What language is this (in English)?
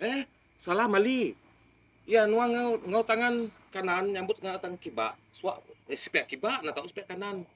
Iban